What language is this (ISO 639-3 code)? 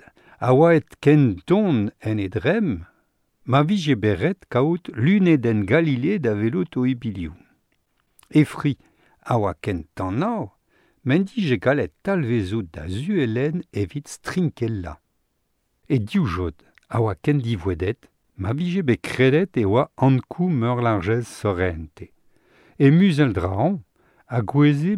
bre